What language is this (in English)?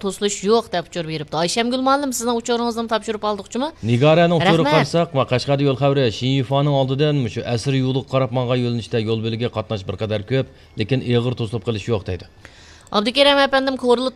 Uyghur